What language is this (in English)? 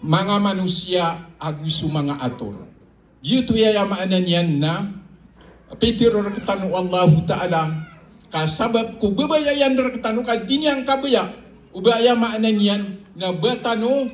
Maranao